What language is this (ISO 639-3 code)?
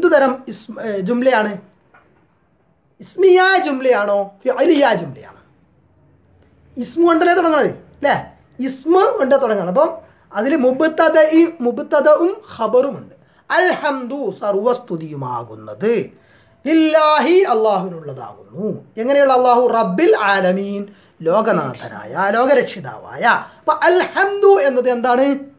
mal